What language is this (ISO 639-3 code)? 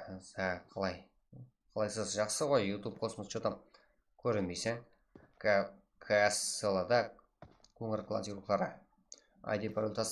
kaa